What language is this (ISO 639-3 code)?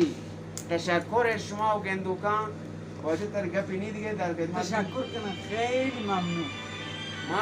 bal